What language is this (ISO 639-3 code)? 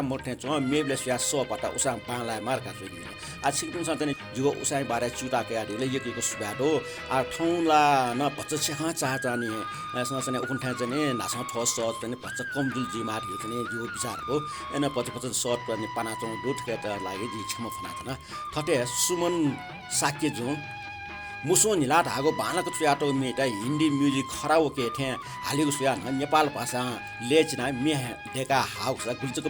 new